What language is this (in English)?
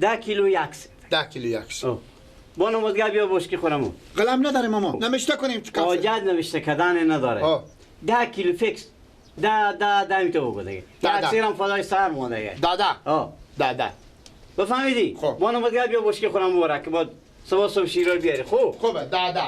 Persian